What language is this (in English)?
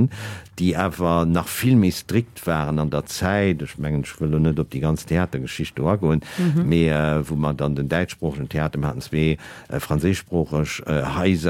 Luxembourgish